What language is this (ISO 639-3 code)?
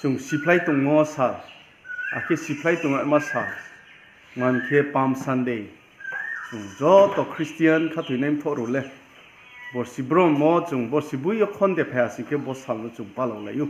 ria